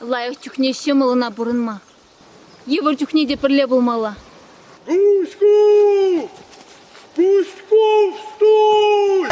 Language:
Chuvash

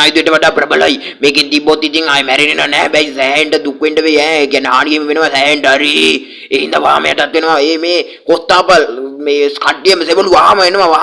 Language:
Sinhala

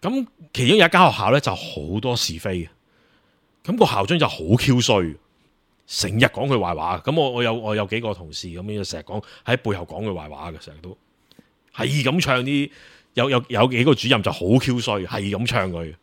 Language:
Cantonese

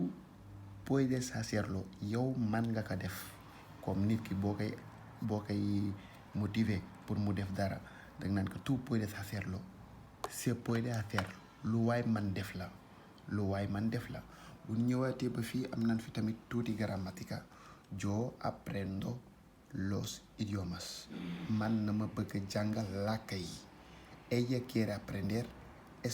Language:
Wolof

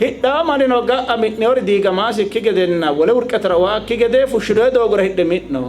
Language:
Sidamo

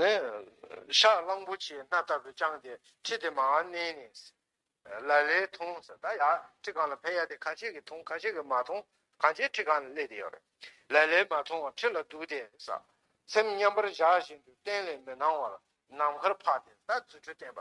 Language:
Tibetan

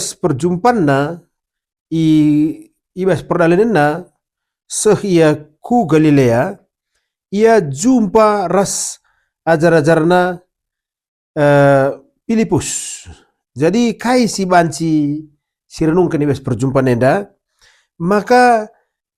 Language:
Batak Karo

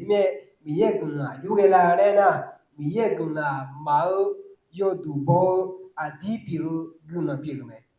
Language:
Akha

